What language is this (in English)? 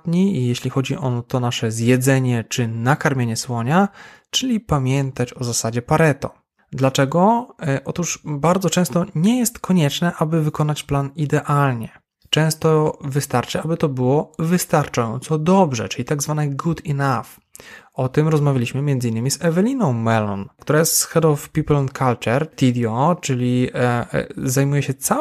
Polish